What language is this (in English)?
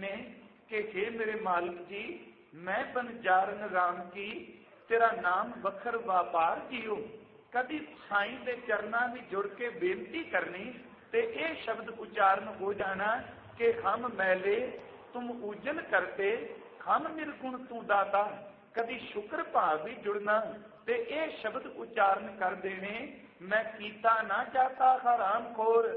Punjabi